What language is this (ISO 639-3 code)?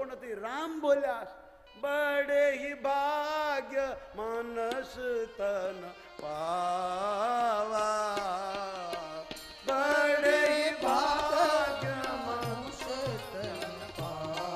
guj